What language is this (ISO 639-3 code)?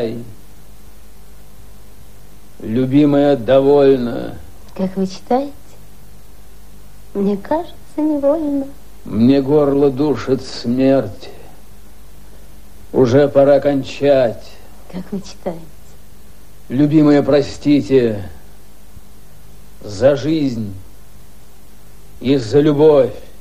rus